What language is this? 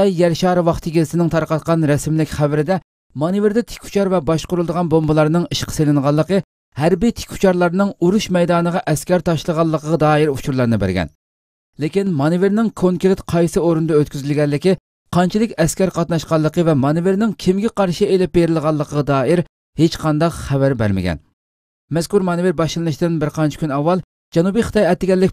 Uyghur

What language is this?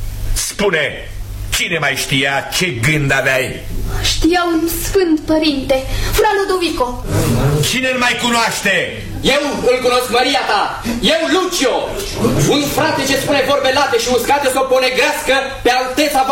Romanian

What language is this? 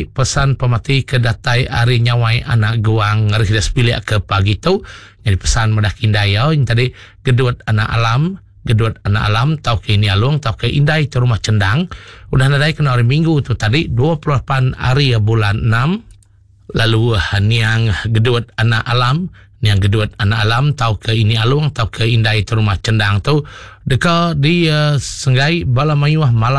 Iban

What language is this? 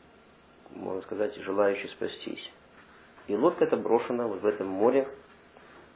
Russian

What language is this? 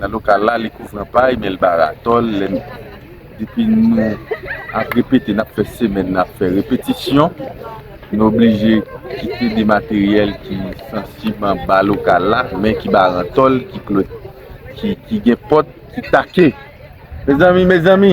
Haitian Creole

